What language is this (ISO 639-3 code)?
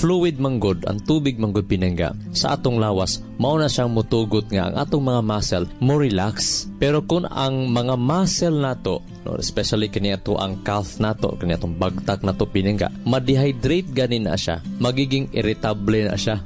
ceb